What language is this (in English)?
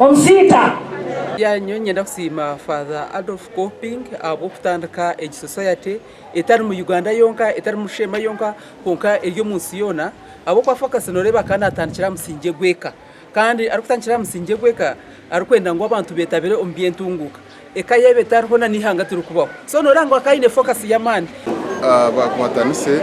Nyankole